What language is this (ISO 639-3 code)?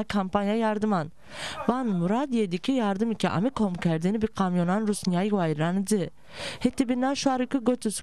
zza